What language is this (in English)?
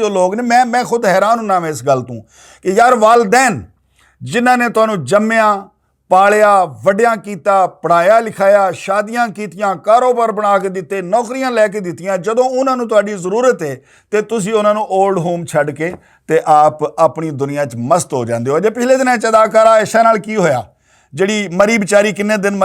Western Panjabi